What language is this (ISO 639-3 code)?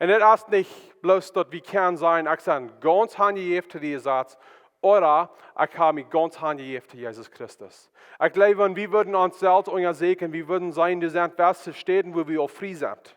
pdt